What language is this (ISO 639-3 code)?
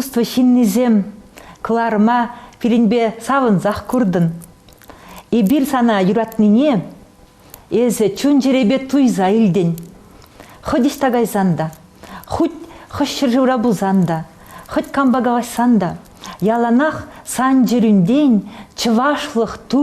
chv